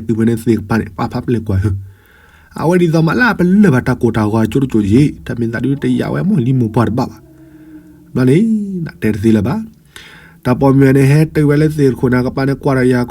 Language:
S'gaw Karen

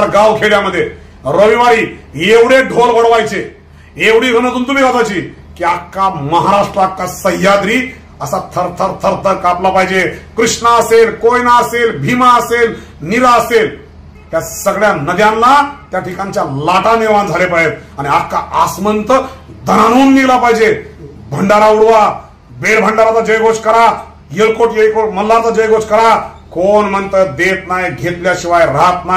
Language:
Marathi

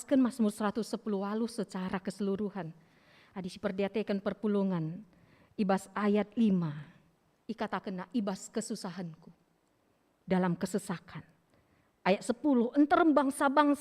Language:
Batak Karo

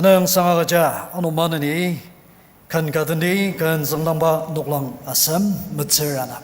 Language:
Ao Naga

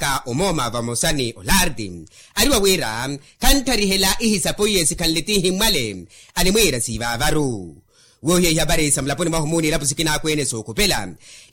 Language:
Makhuwa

